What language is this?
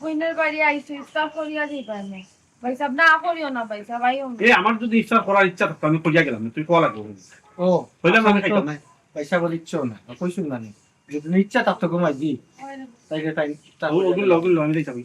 Sylheti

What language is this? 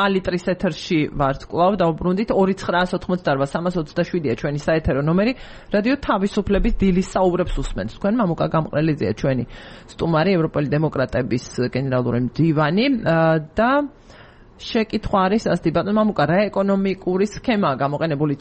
Georgian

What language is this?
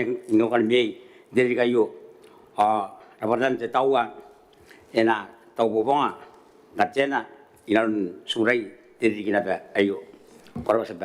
Gilbertese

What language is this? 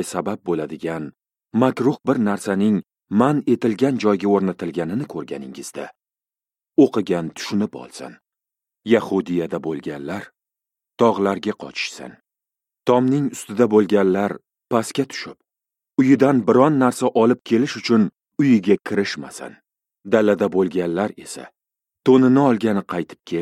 Uzbek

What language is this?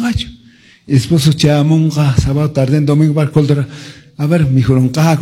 Quechua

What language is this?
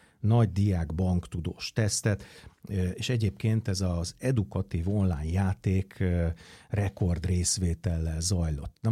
Hungarian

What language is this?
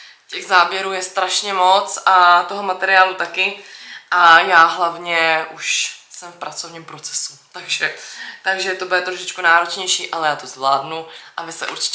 Czech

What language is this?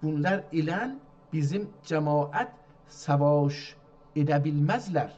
South Azerbaijani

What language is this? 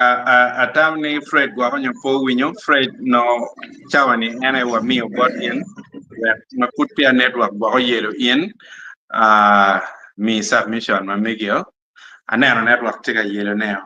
Acoli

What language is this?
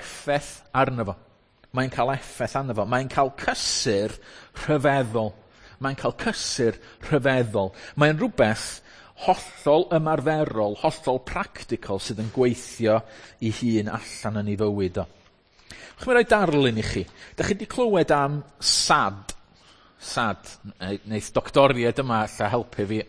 Welsh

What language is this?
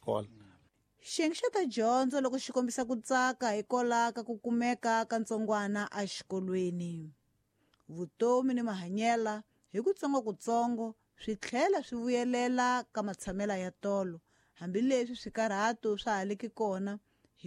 Tsonga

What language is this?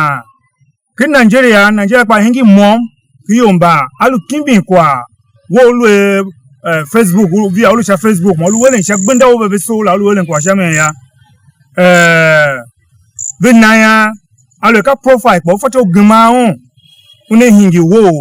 Tiv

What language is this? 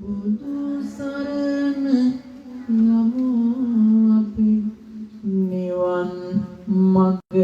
Sinhala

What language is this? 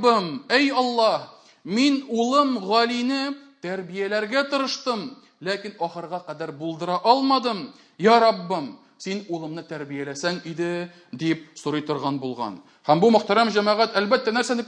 Tatar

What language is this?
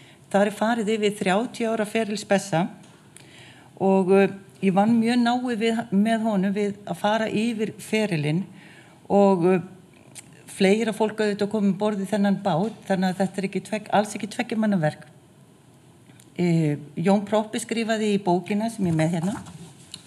Icelandic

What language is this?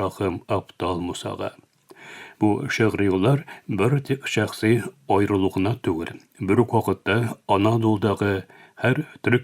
Tatar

